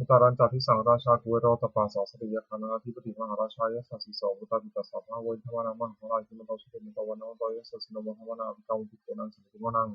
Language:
Pali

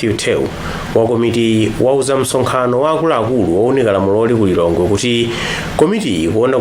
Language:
Nyanja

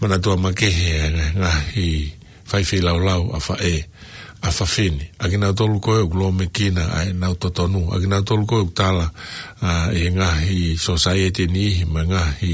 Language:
Tongan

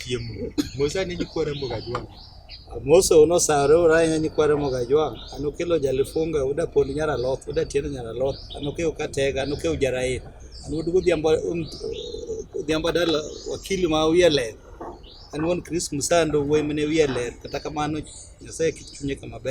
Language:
Luo (Kenya and Tanzania)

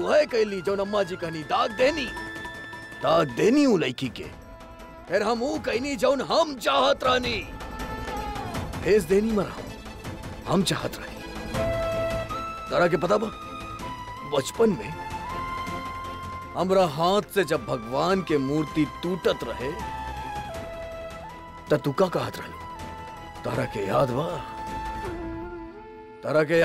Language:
Bhojpuri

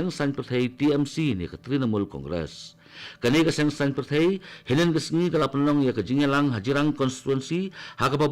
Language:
Khasi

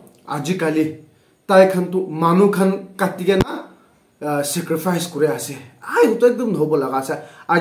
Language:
Naga Pidgin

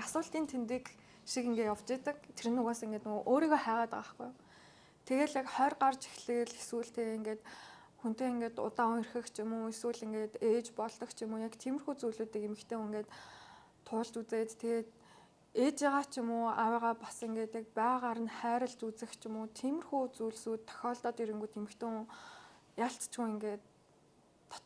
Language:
Mongolian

